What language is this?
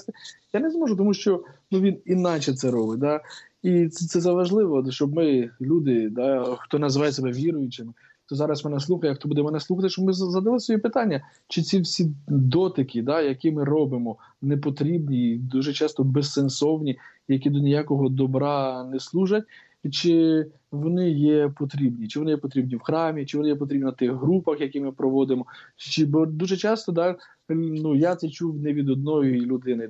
Ukrainian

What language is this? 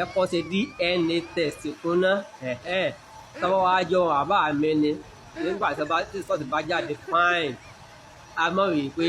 Yoruba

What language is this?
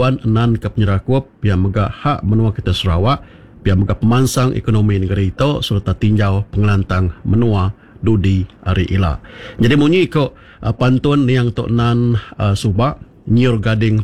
Iban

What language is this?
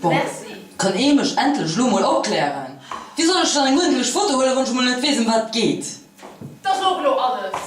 Luxembourgish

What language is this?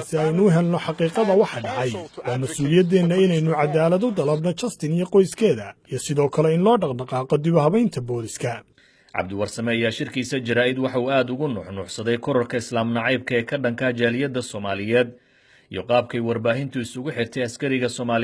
Somali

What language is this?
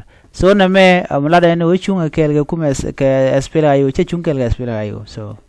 Nuer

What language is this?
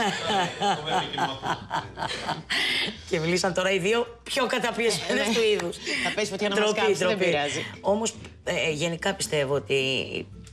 Greek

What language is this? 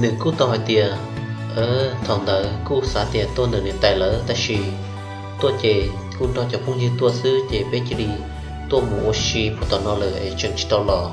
Hmong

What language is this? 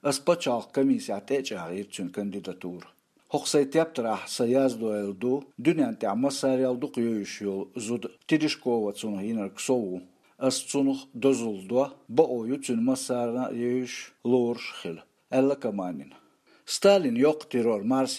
Chechen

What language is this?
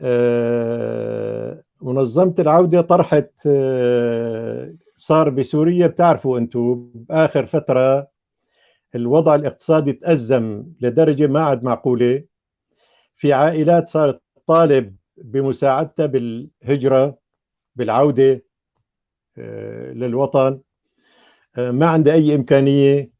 North Levantine Arabic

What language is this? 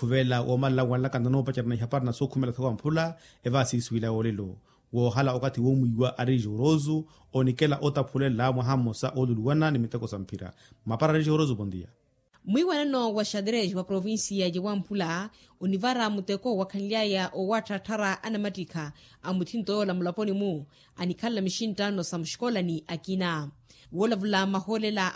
Makhuwa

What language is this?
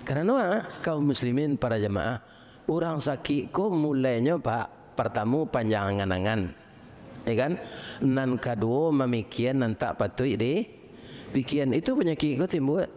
Minangkabau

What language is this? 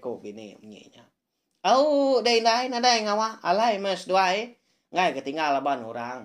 Iban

